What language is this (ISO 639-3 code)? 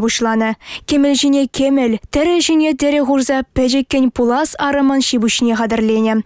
chv